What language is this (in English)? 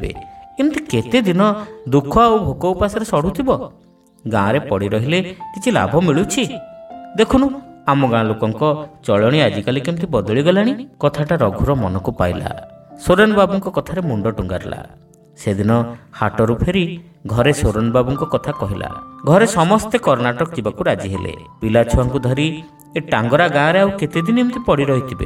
Odia